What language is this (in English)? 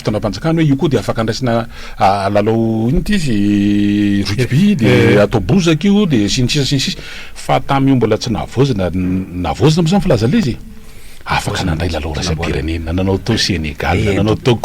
Malagasy